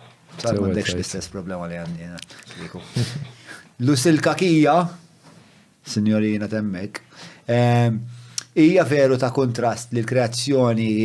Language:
Maltese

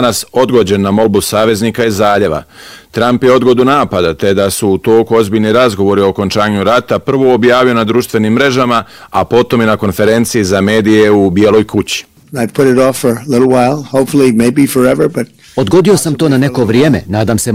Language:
Bosnian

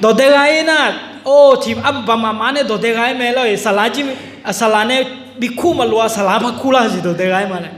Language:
Akha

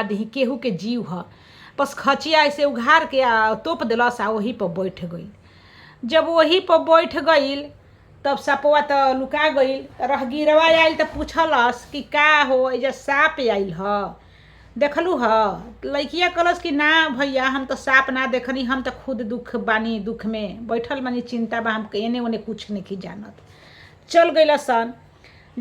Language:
Bhojpuri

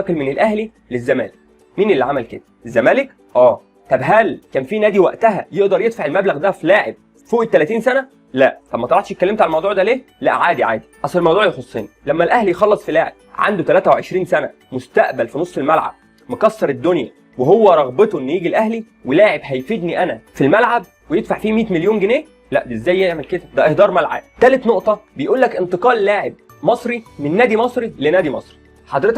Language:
Egyptian Arabic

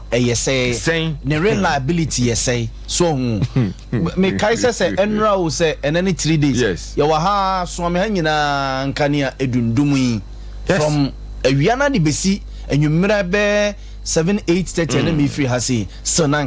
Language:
Akan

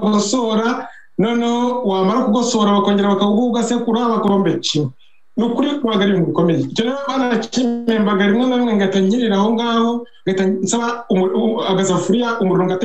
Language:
Kinyarwanda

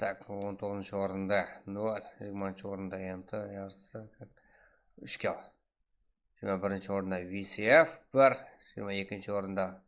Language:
Kara-Kalpak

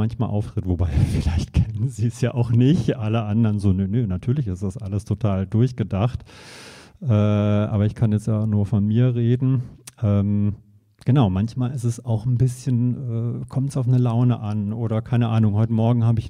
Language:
German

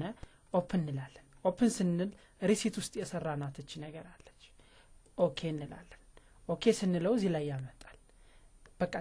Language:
Amharic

